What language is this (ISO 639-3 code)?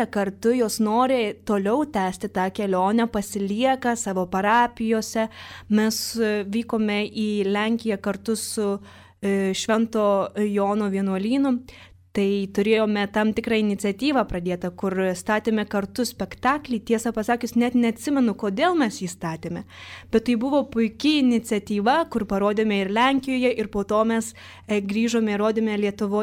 lit